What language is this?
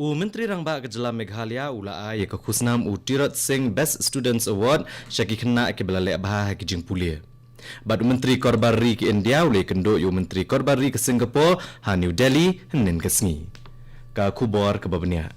Khasi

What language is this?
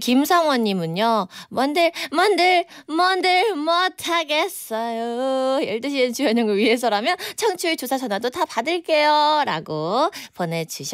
Korean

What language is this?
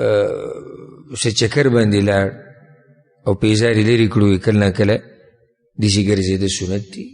Pashto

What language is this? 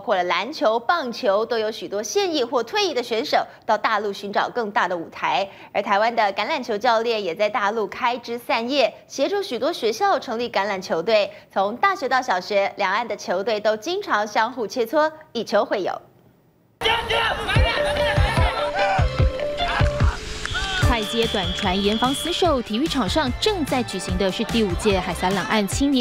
Chinese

